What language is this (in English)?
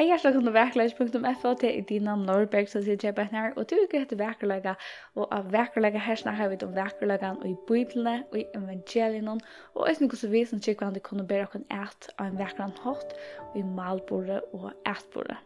Faroese